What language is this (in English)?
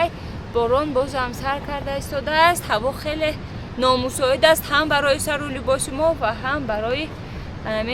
Tajik